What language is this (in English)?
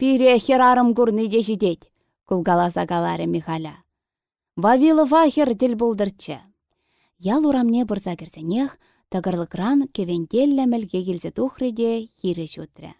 Chuvash